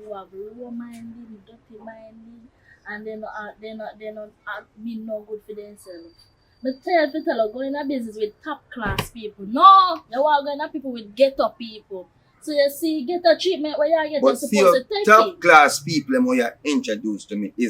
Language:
Jamaican Creole English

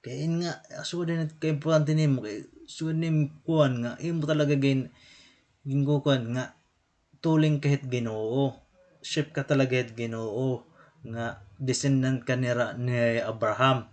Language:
Waray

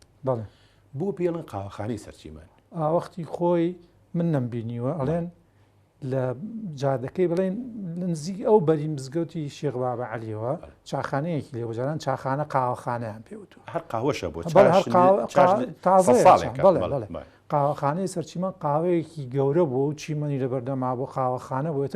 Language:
Central Kurdish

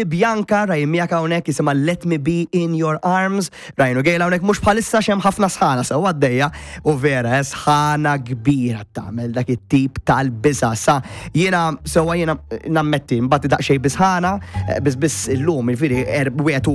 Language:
Maltese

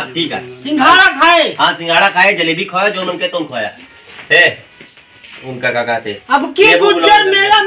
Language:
Awadhi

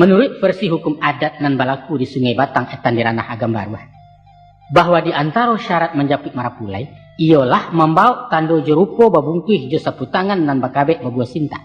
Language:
Minangkabau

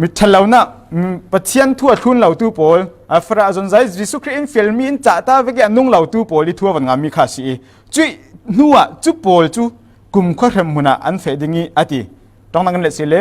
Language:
Falam Chin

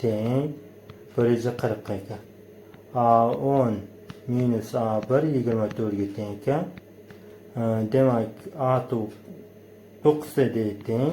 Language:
Uzbek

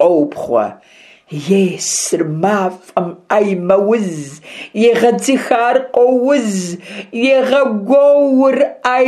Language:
Kabardian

